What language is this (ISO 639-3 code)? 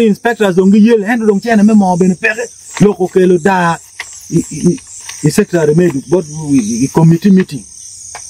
ach